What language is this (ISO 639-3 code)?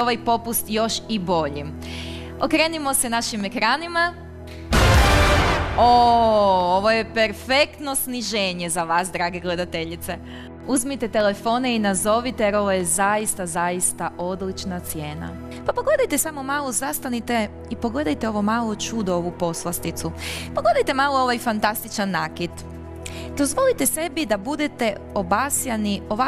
hrv